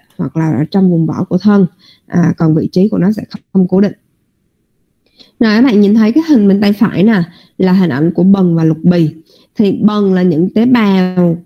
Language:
Vietnamese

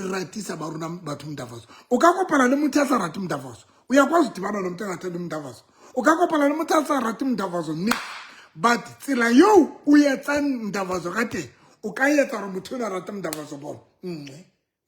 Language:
Southern Sotho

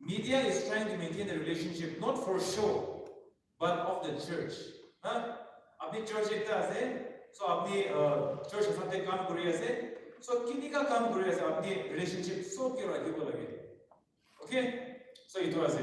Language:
Naga Pidgin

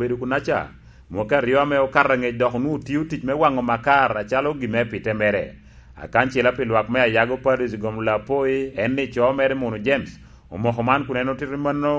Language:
Lango (Uganda)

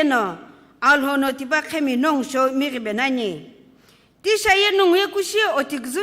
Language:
Sumi Naga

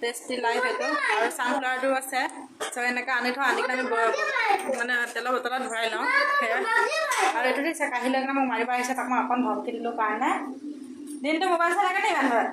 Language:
Assamese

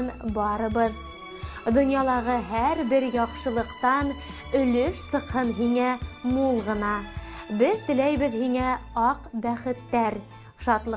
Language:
Bashkir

